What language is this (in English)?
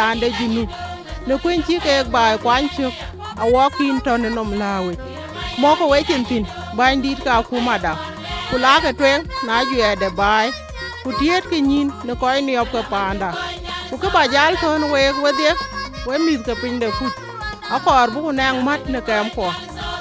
Dinka